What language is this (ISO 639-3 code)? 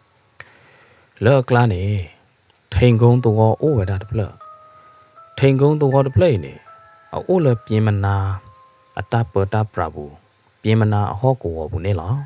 ksw